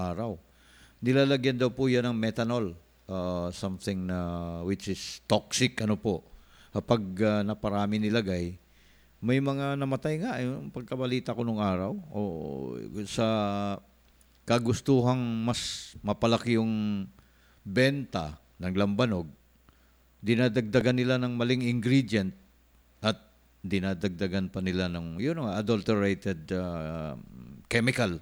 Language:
Filipino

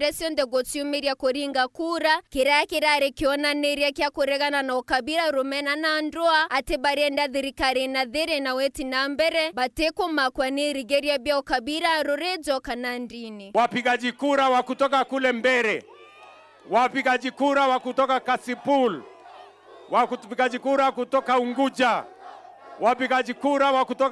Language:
Meru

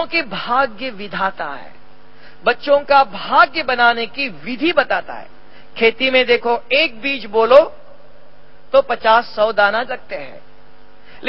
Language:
Hindi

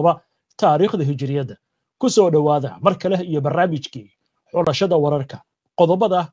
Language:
Somali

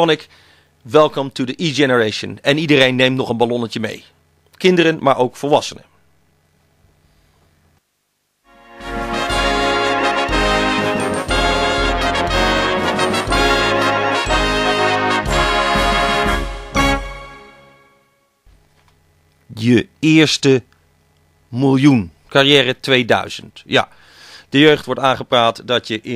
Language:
Dutch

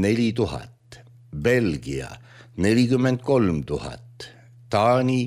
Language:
Estonian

